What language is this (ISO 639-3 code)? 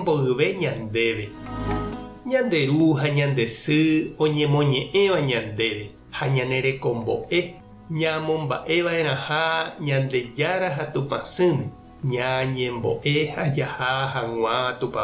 grn